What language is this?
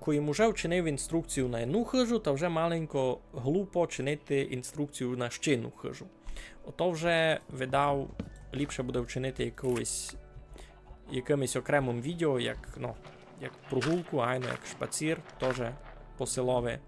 Rusyn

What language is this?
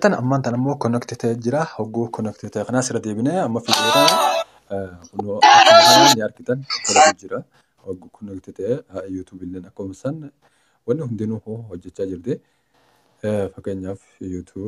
Oromo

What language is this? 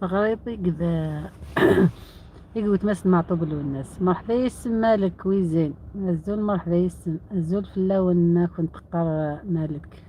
Algerian Arabic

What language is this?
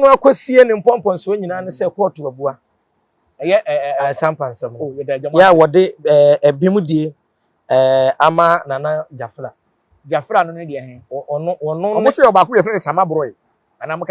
Akan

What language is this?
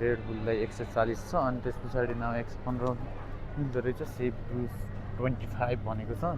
Nepali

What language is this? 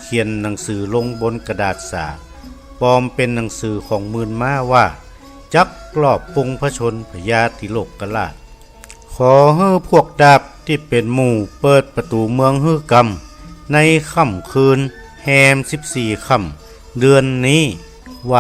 Northern Thai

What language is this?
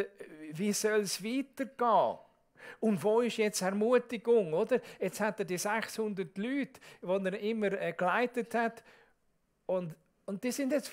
Swiss German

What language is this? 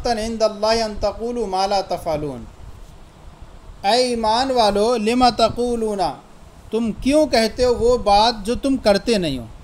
Urdu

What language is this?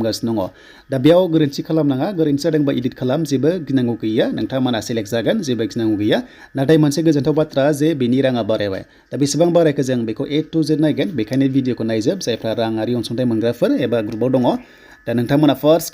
Bodo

